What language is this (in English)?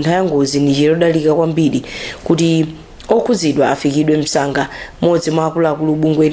Nyanja